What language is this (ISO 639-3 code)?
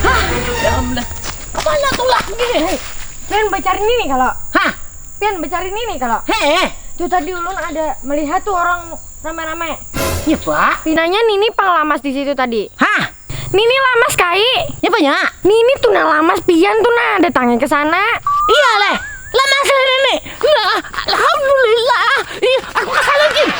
bjn